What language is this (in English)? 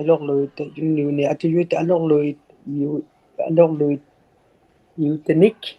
Inuktitut